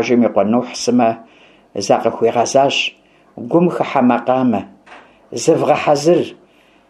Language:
Kabardian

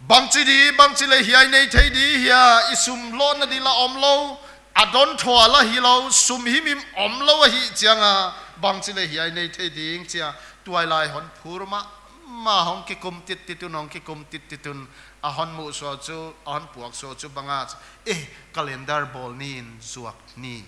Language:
Paite Chin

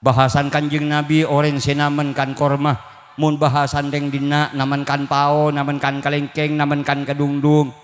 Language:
Madurese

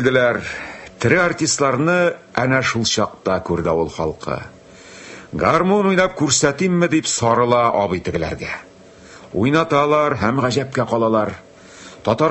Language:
Tatar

